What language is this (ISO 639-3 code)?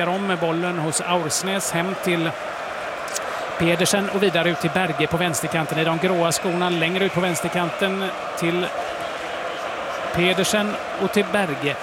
swe